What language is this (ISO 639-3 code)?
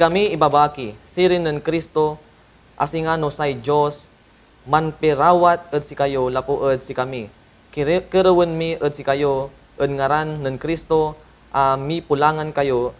pag